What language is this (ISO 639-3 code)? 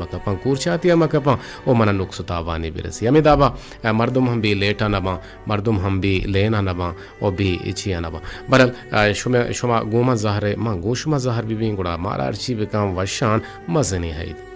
bgp